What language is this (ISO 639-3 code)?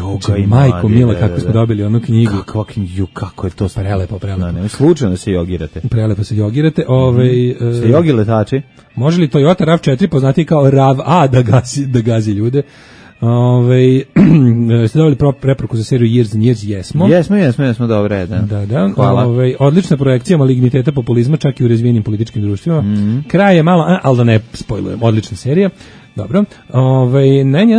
srp